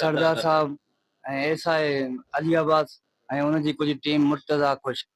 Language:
Sindhi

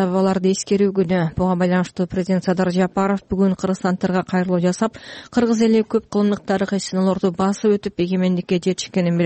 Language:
Kyrgyz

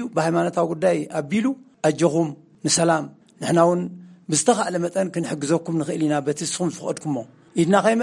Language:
Tigrinya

